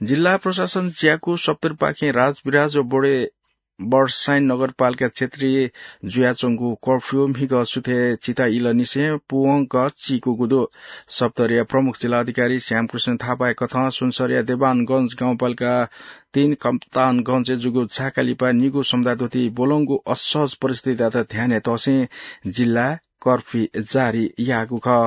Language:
Newari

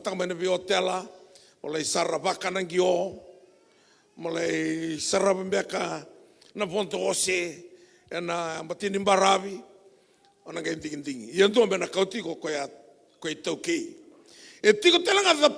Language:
Fijian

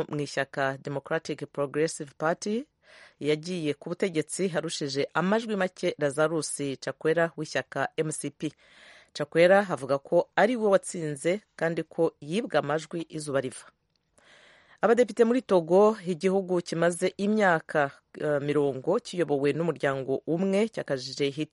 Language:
Kinyarwanda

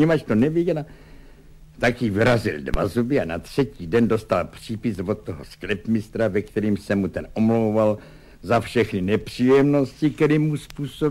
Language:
Czech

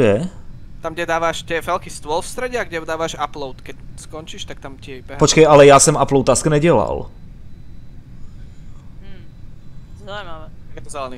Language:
Slovak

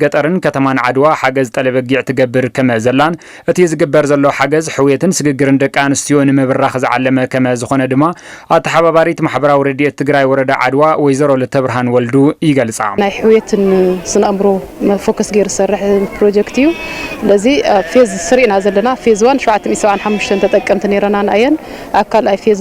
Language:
Tigrinya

